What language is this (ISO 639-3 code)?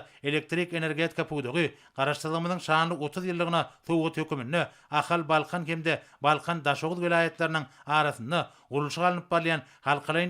tuk